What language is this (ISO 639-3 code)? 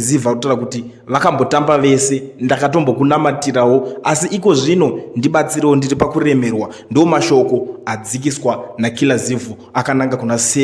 sna